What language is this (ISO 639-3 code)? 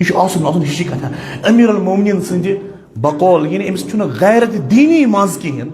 kas